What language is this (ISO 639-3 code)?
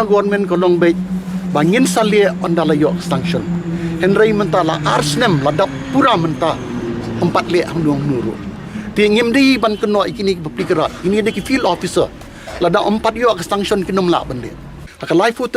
kha